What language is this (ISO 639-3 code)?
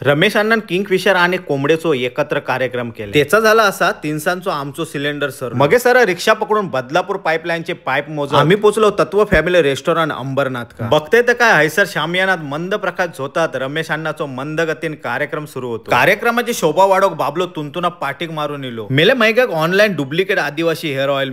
kok